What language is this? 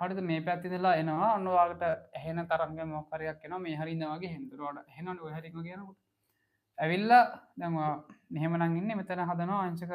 Sinhala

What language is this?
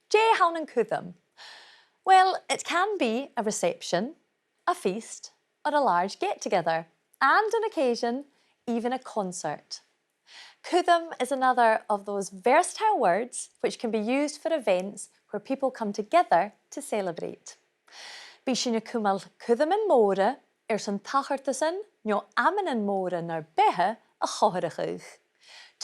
Scottish Gaelic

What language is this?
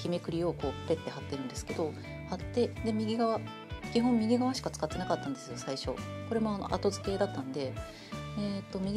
Japanese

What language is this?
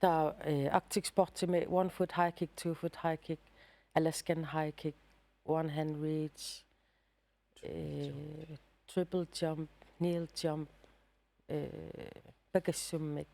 Kalaallisut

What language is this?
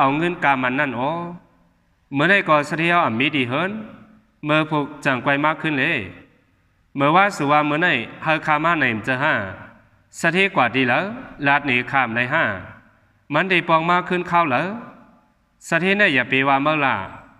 Shan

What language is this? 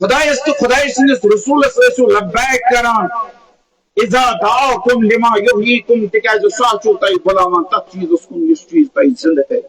Kashmiri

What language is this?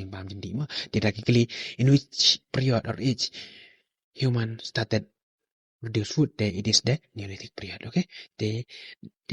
Khasi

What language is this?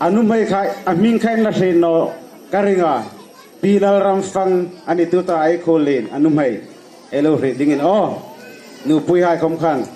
Hmar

